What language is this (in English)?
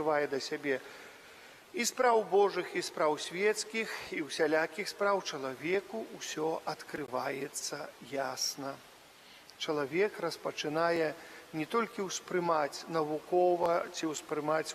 Belarusian